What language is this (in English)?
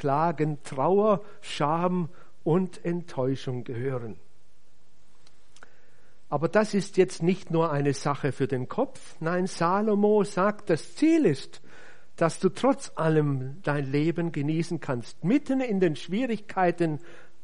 German